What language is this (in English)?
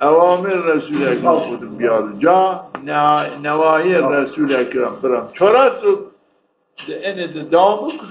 Zaza